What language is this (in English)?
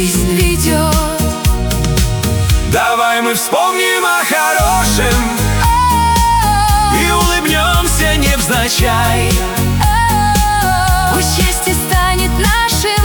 Russian